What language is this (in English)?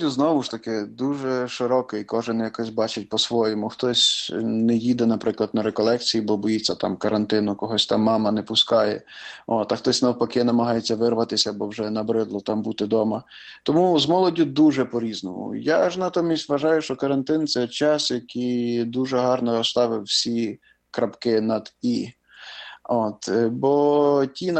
Ukrainian